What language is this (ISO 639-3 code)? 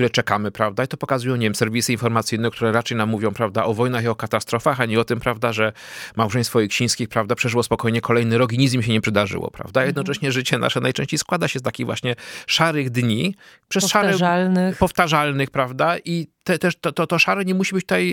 pol